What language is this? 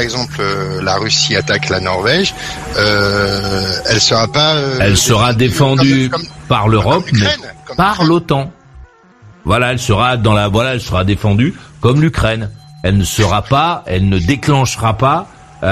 French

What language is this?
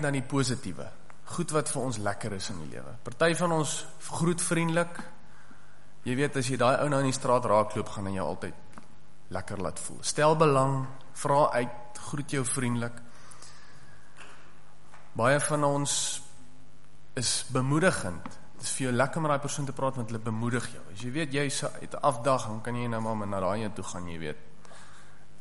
Afrikaans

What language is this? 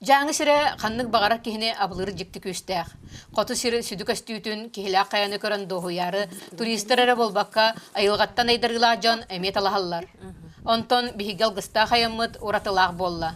Yakut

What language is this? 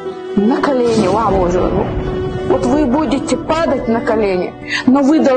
Chechen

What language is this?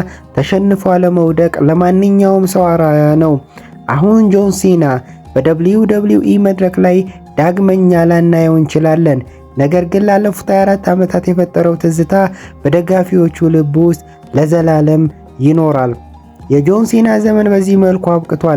Amharic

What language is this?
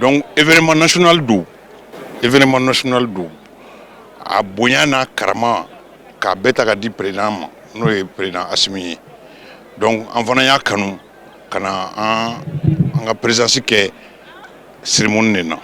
Bambara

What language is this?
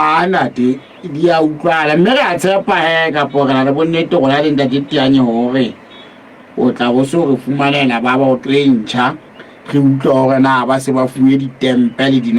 Southern Sotho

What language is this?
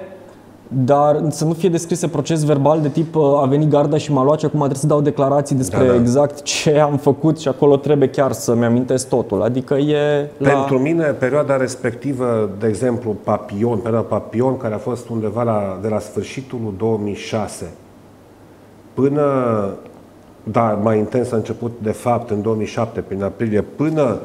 Romanian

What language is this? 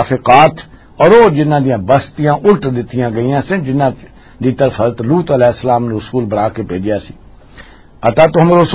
Western Panjabi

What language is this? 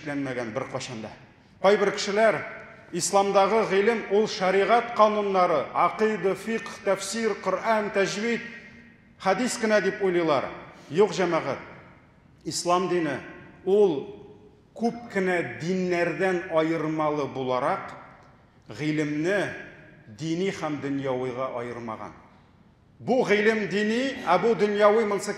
Tatar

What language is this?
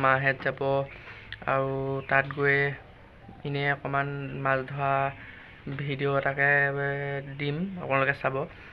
Assamese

